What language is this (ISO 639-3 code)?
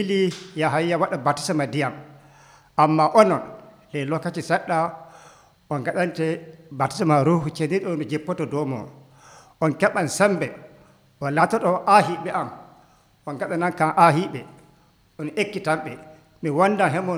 fuv